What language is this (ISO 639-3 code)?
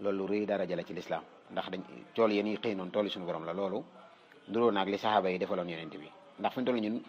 wol